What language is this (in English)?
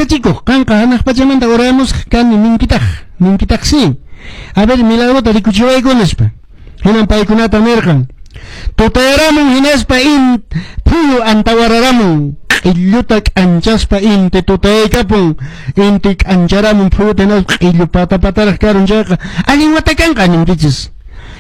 Quechua